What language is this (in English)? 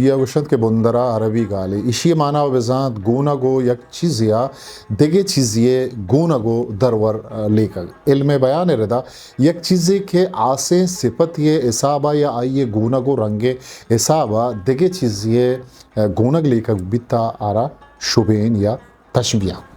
Eastern Balochi